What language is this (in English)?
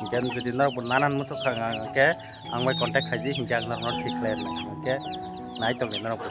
Kok Borok